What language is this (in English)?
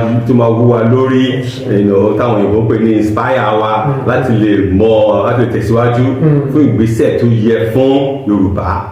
Yoruba